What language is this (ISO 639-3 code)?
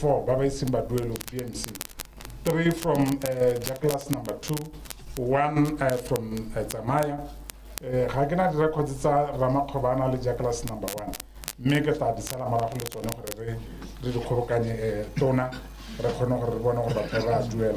tsn